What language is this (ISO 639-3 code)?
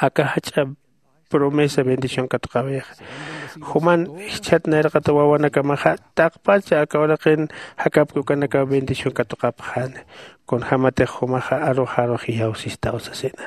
aym